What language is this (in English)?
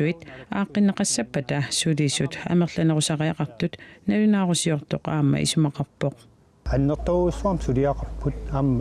Kalaallisut